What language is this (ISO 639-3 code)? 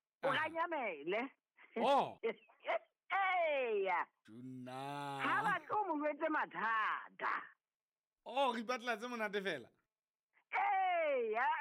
sot